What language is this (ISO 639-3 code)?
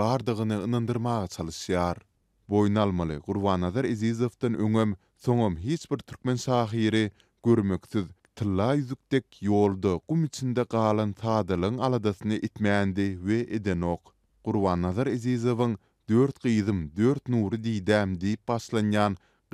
tuk